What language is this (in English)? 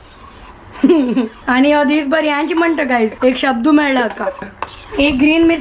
Konkani